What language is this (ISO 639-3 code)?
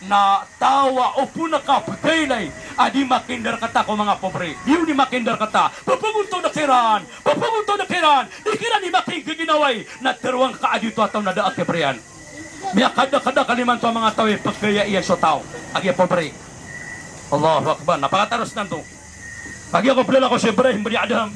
mrw